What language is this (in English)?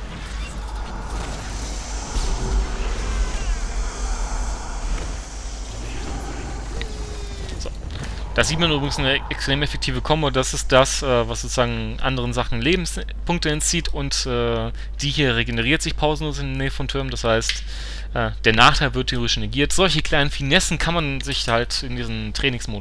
German